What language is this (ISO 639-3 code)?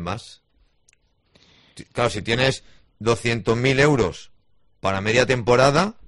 spa